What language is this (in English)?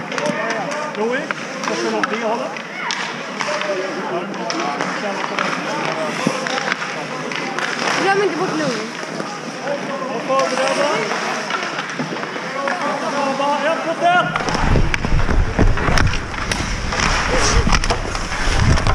Swedish